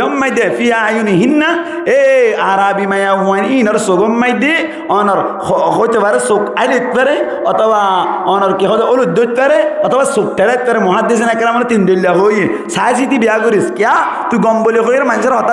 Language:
Rohingya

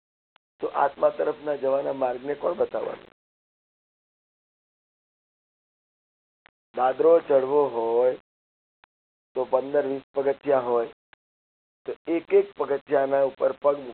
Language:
Gujarati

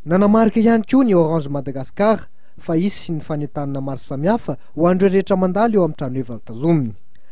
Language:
Malagasy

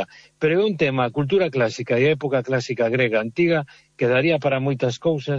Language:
Galician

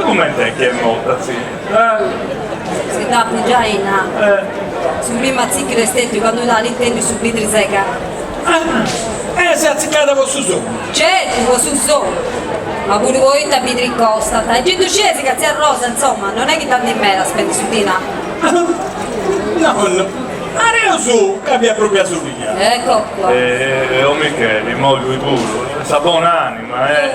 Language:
Sardinian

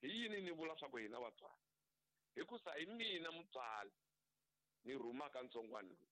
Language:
Tsonga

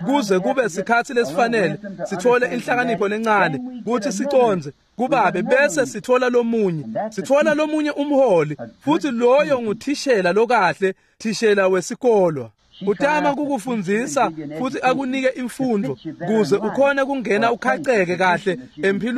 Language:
Swati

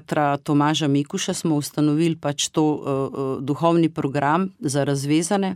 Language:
Slovenian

